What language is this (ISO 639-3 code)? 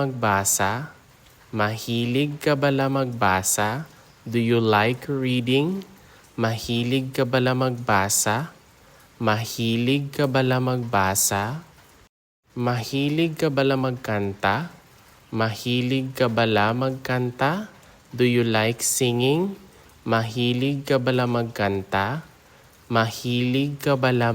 hil